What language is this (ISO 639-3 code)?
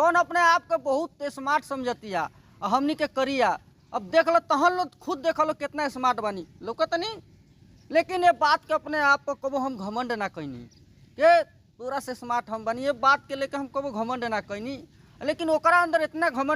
bho